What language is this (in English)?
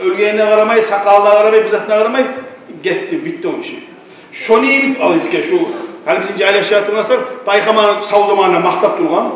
Kumyk